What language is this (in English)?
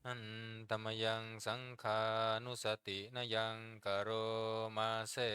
Pali